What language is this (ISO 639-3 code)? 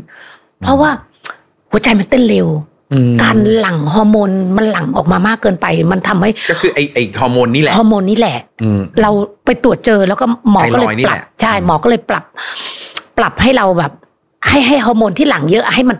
tha